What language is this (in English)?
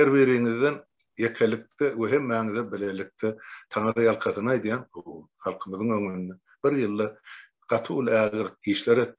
Turkmen